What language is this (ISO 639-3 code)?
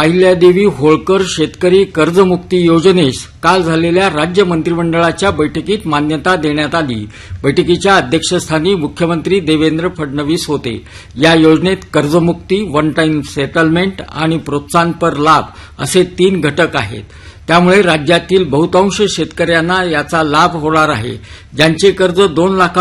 mar